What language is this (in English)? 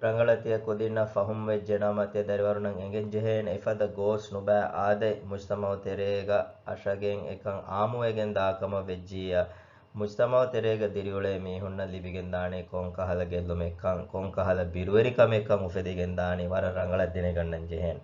Divehi